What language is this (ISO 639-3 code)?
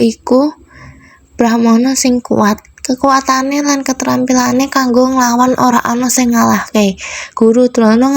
jav